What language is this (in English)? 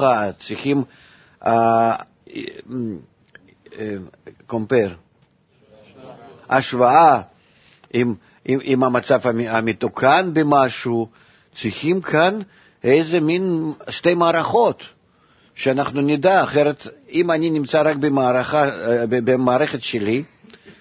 Hebrew